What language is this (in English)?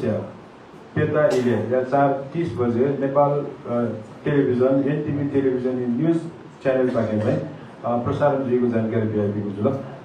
Newari